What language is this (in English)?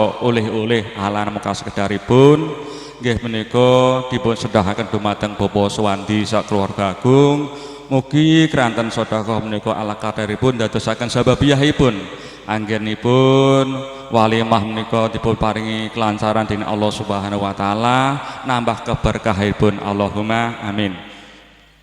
Javanese